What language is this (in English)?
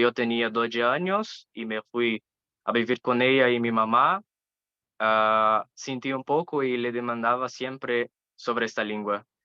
Ladino